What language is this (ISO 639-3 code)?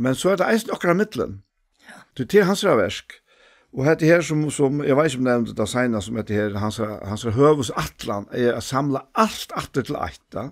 fao